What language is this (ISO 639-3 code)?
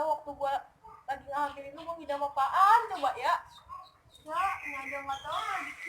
bew